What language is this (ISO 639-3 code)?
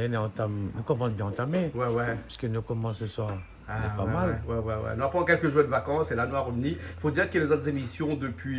rcf